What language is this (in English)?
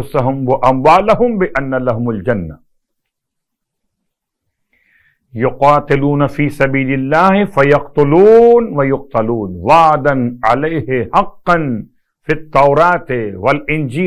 Urdu